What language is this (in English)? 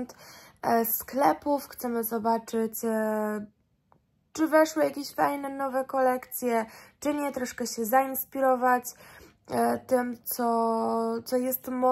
Polish